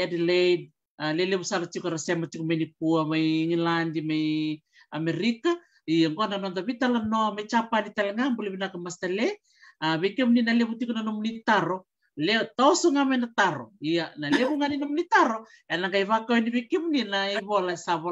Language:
Fijian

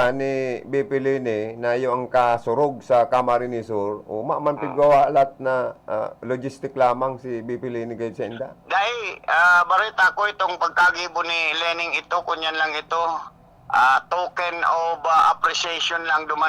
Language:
Bikol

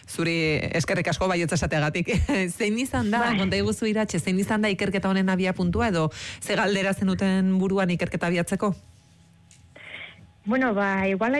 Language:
Basque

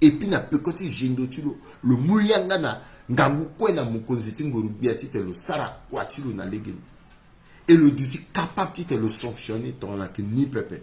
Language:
Sango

